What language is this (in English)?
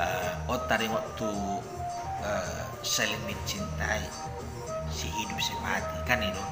Batak Toba